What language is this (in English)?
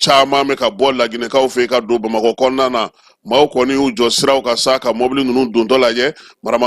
Bambara